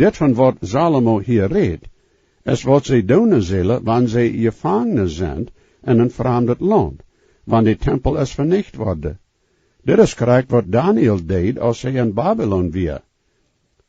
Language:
Plautdietsch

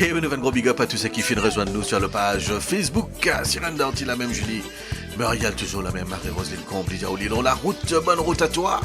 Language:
Morisyen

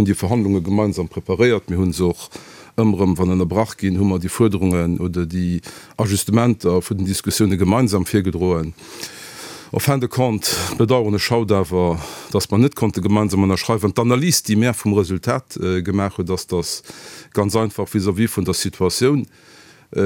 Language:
Luxembourgish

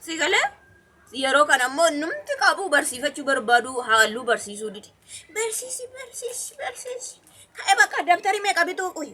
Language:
Oromo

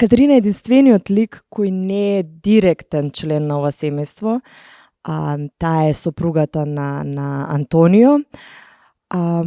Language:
Macedonian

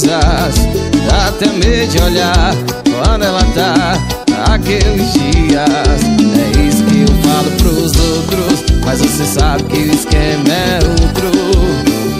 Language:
Portuguese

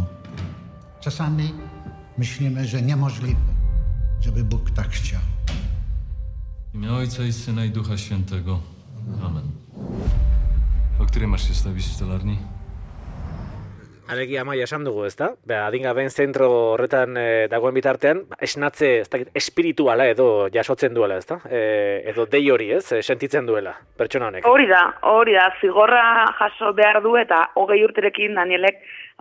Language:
Basque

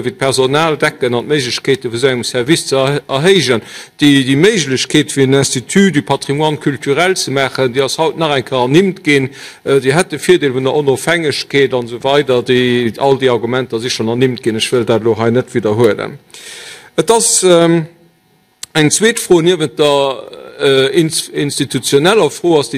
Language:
Luxembourgish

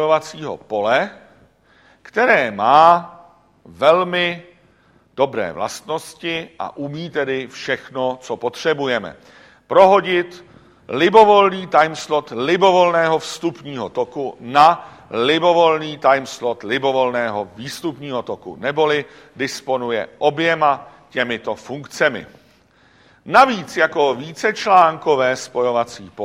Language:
Czech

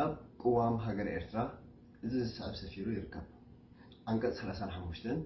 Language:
Tigrinya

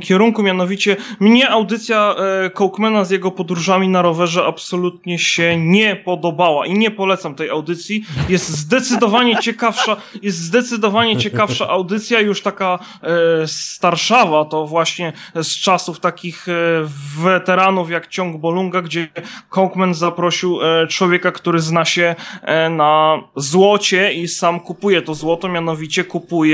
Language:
Polish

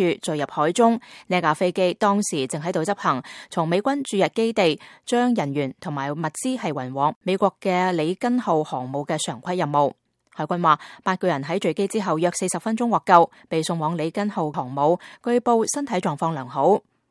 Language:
Cantonese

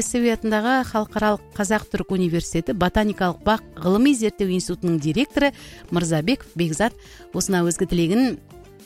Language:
Kazakh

